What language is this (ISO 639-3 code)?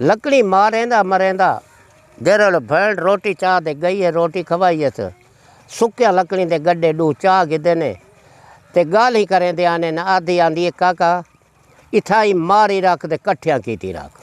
skr